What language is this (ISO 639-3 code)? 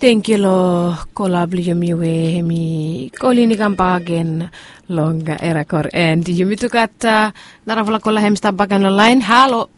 bis